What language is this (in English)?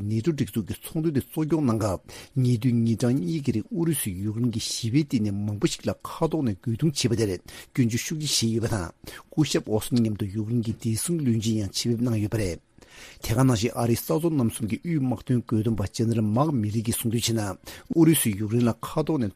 Tibetan